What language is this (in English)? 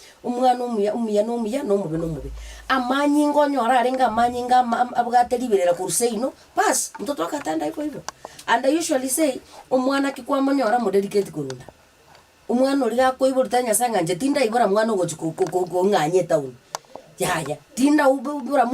Gusii